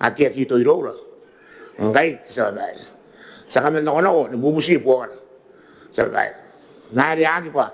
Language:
Gilbertese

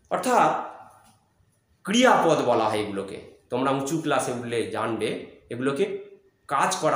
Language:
Bangla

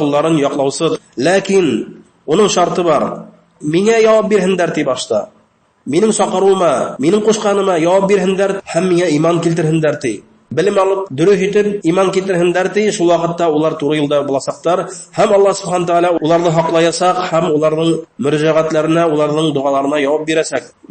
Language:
Bashkir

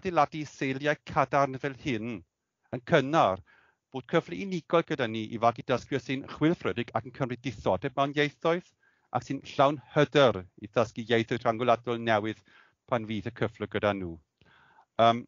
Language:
Welsh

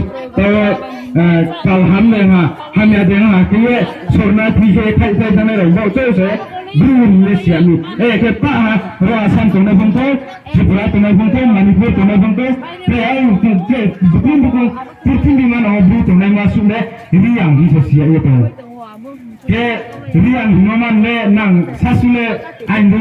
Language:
Riang (India)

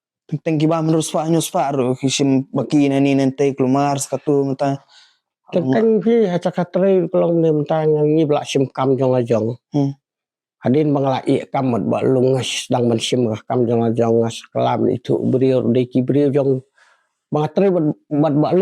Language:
Khasi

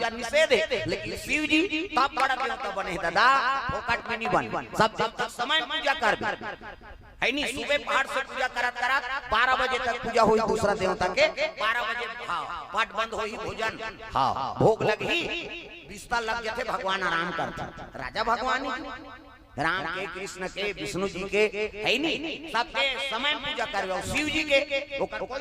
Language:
Chhattisgarhi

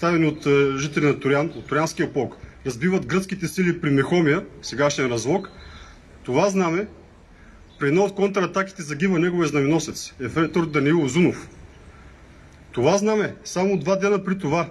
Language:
Bulgarian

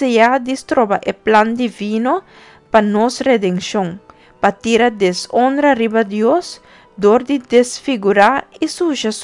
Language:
Papiamento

